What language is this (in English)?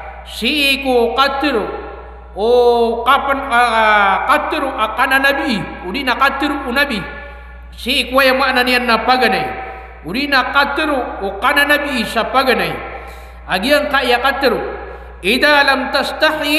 Maranao